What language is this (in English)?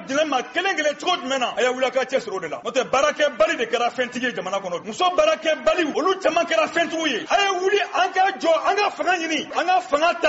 Bambara